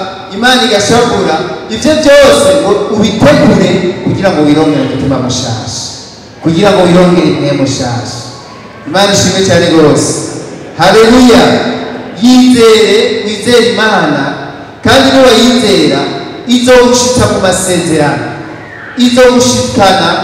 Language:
Rundi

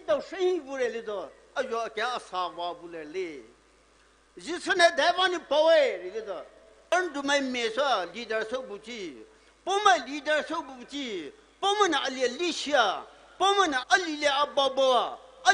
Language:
Poumei Naga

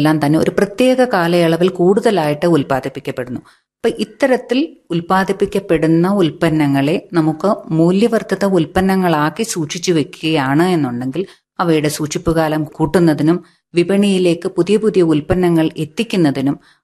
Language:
Malayalam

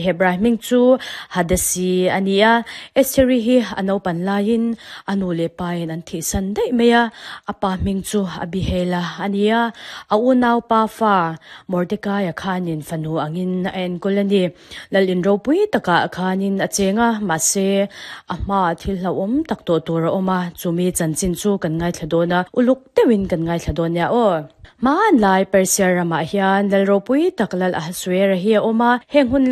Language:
Mizo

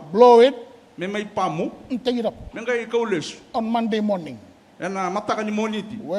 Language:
Fijian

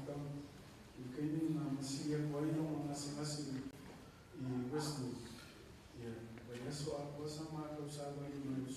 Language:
Samoan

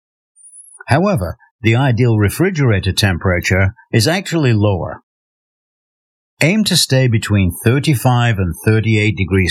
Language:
English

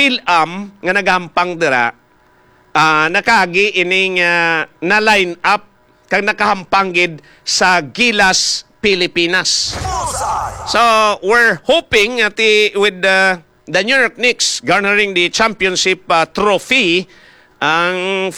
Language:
Hiligaynon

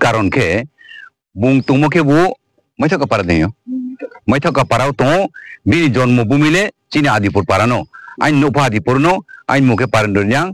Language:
Riang (India)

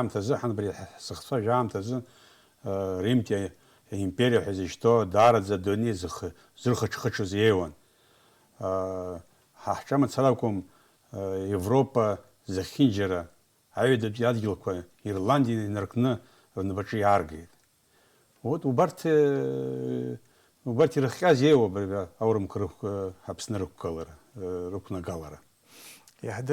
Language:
Abkhazian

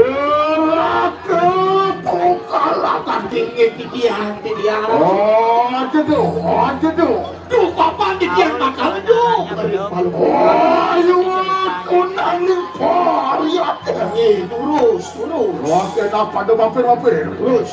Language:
Balinese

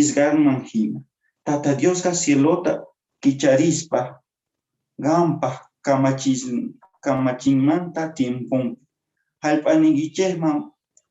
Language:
Quechua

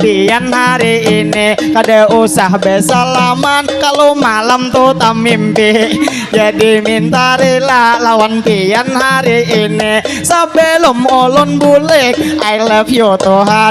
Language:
Banjar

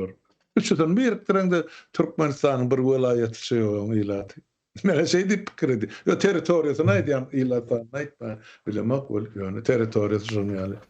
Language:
Turkmen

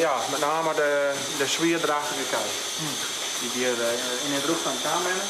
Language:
Western Frisian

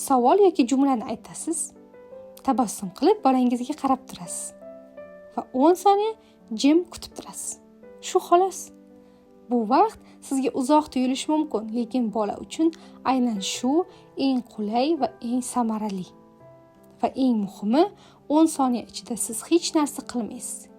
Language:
Uzbek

